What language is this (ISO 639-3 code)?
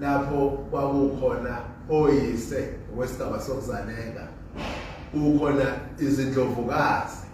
zul